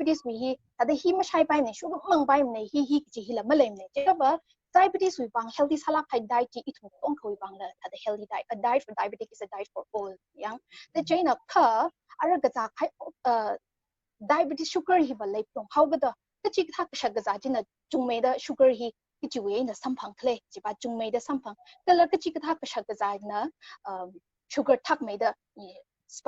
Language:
Tangkhul Naga (India)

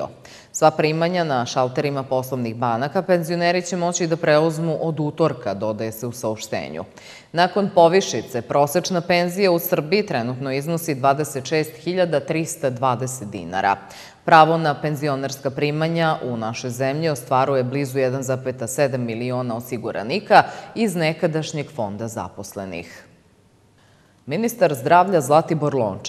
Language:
Serbian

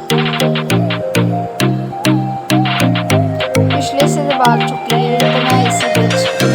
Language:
Dogri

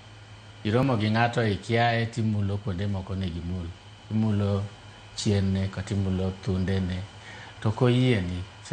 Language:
Luo (Kenya and Tanzania)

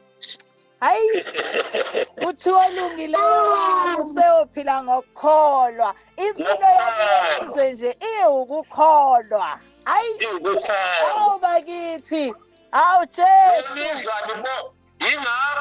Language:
Zulu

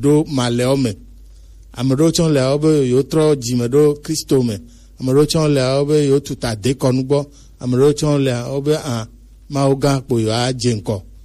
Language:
Gen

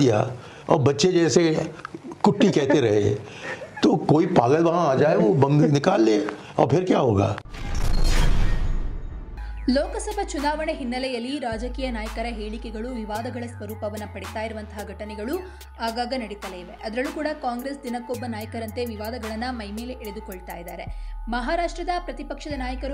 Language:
Kannada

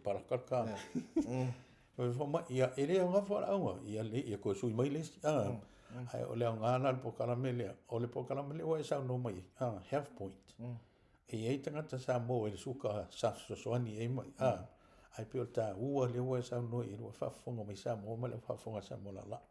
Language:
Samoan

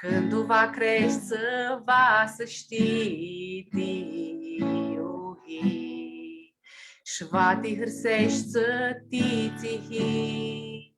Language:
Aromanian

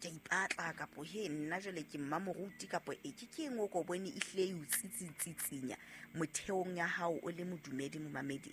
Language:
Southern Sotho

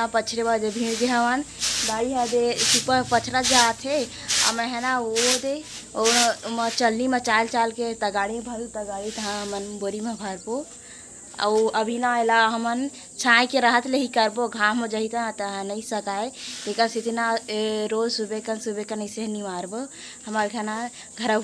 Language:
Chhattisgarhi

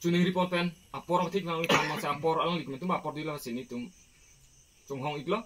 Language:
Karbi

